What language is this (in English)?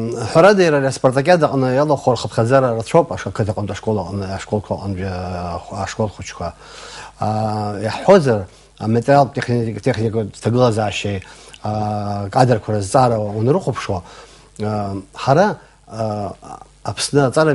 Abkhazian